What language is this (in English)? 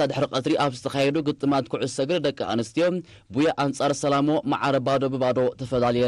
Tigrinya